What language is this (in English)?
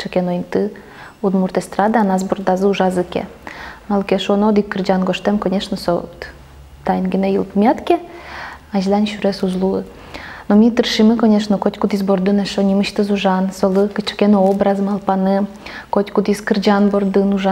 Udmurt